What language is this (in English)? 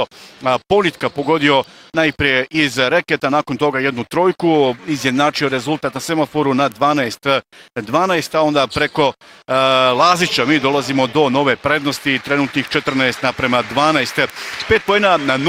Bosnian